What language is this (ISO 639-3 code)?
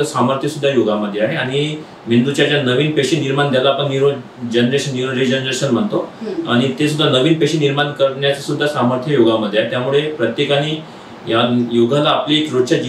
mar